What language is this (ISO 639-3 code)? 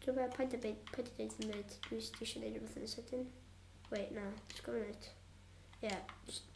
cym